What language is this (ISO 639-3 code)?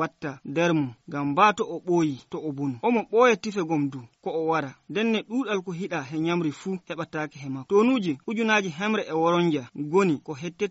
fuv